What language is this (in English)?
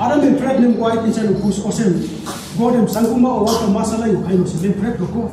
Tok Pisin